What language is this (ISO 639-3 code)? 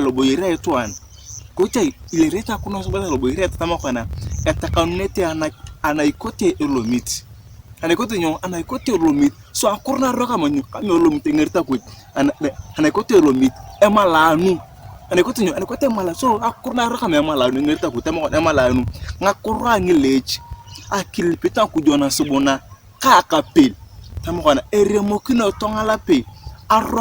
tuv